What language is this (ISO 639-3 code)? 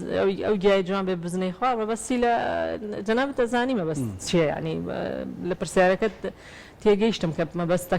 ckb